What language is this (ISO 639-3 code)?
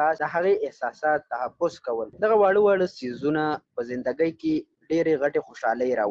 pus